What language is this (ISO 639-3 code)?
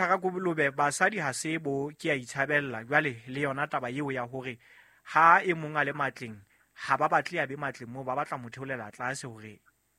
sot